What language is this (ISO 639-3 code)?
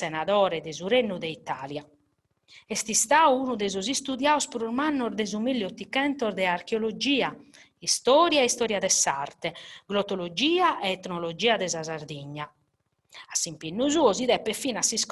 srd